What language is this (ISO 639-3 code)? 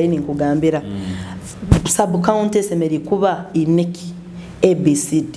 nyo